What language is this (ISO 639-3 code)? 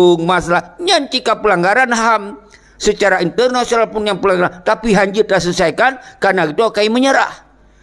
ace